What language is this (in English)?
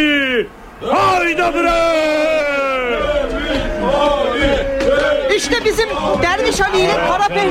Turkish